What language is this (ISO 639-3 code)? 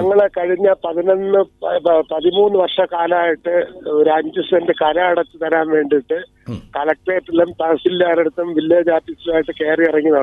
mal